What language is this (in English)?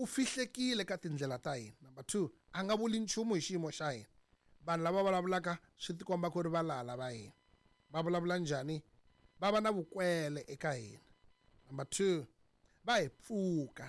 Tsonga